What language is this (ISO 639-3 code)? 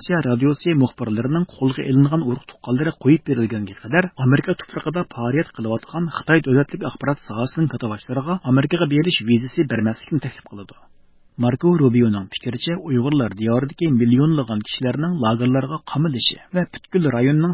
uig